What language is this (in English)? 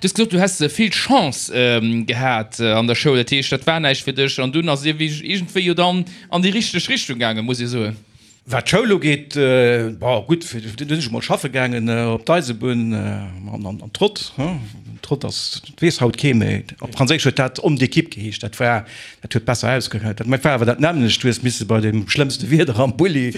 Luxembourgish